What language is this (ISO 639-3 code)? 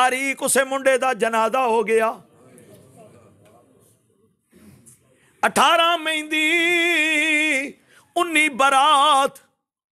lah